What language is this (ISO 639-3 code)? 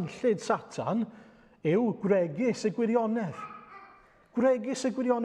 cym